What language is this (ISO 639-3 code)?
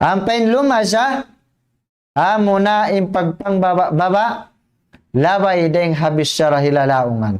tsg